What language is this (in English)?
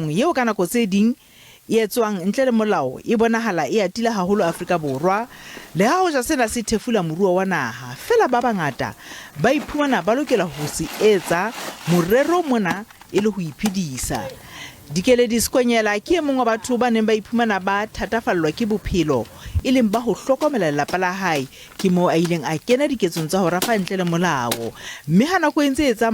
Southern Sotho